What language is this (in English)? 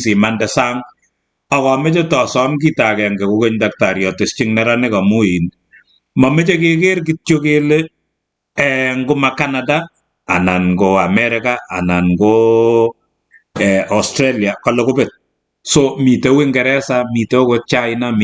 Kalenjin